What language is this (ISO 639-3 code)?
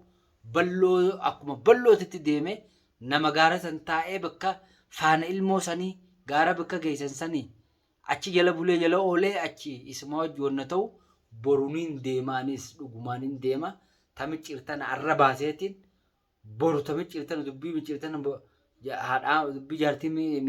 orm